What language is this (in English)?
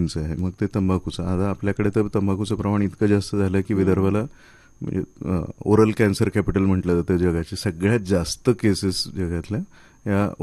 Marathi